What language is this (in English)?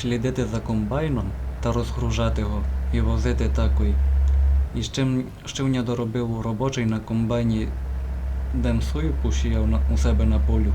Rusyn